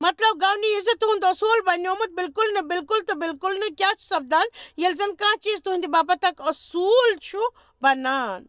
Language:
Kashmiri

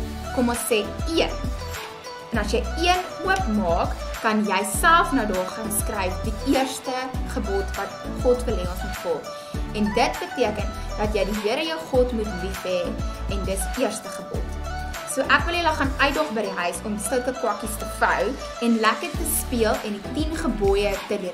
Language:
Afrikaans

